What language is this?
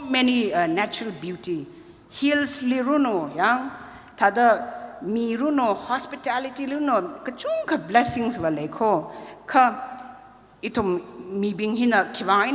Tangkhul Naga (India)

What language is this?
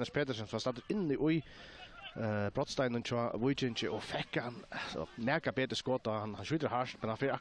Faroese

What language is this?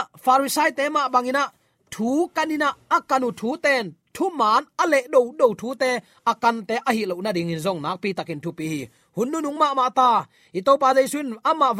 Tedim Chin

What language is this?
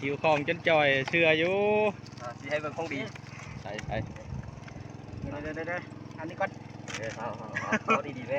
Lao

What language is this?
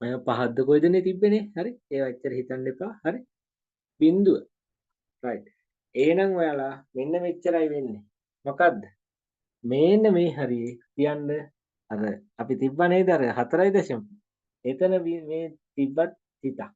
Sinhala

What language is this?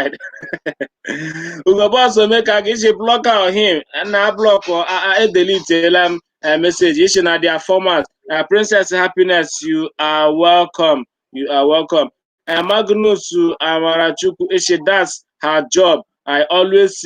Igbo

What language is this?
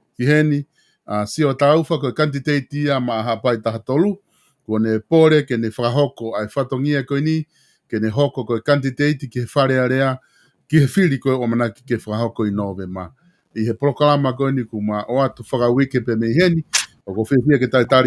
Tongan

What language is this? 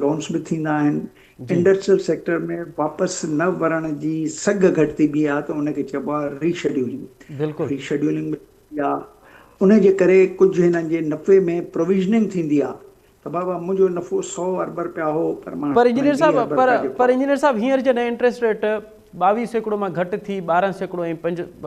Sindhi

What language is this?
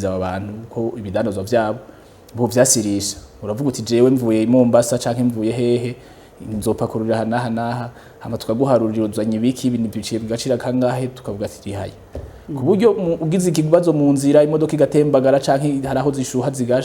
Rundi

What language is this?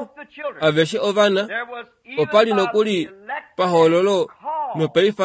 Kuanyama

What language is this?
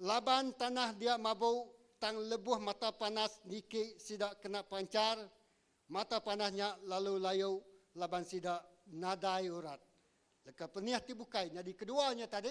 Iban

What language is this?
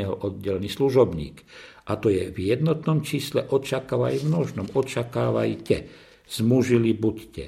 Slovak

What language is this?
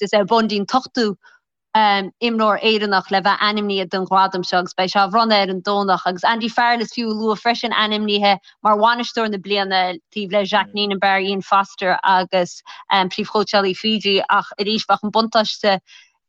Irish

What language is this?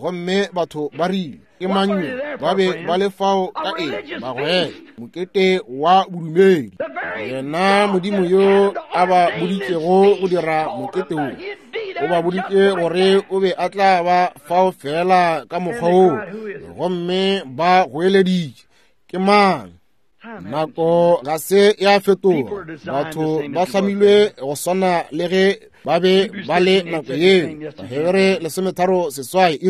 Northern Sotho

